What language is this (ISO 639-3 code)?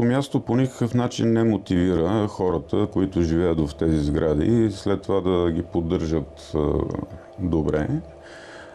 bul